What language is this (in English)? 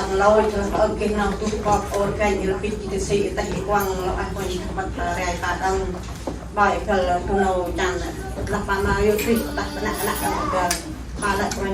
Central Mnong